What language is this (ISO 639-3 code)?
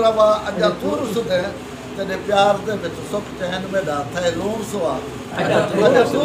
skr